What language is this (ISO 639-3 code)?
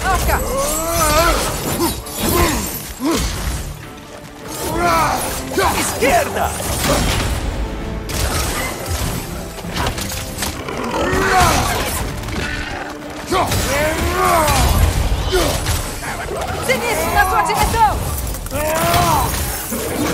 por